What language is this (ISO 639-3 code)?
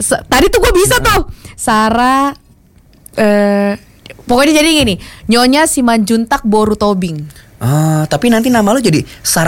ind